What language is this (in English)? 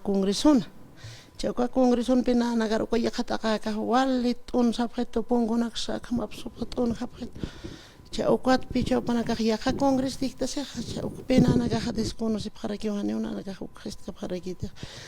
Aymara